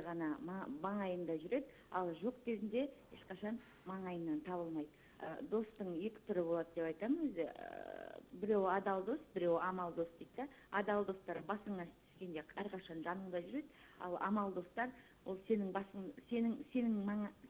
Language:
Kazakh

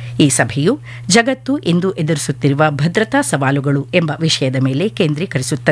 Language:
Kannada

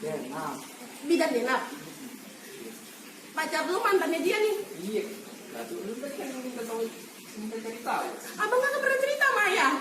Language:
Betawi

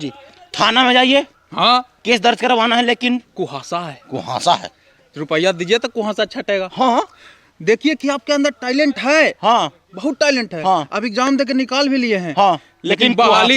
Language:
Magahi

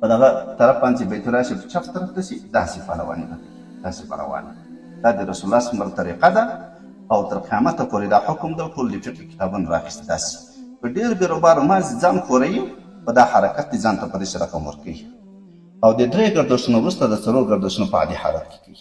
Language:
Pashto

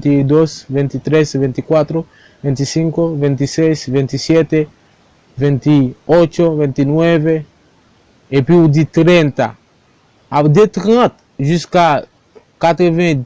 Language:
Haitian Creole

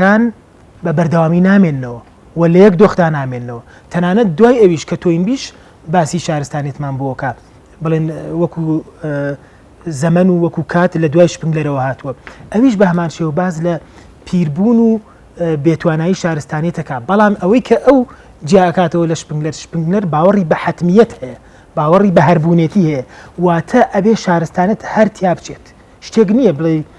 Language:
Central Kurdish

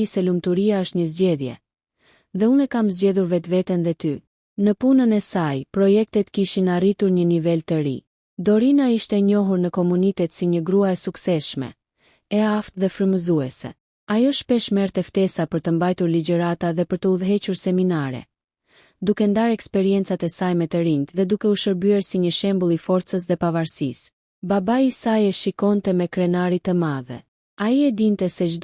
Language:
Albanian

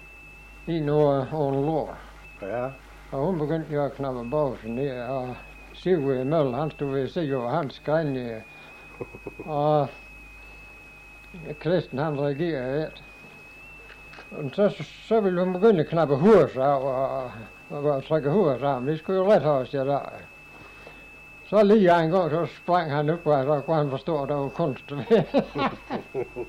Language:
Danish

